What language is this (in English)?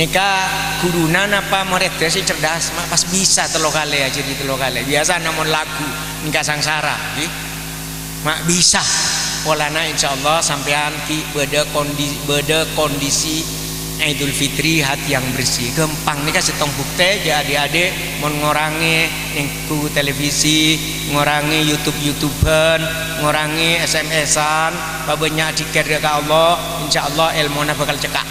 Madurese